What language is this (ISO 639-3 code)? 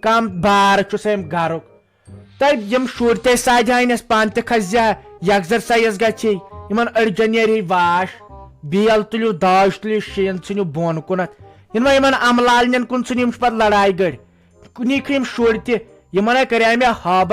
kas